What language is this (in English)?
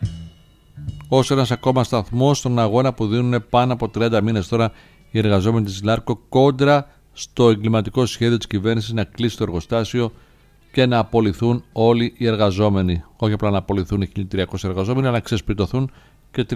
Greek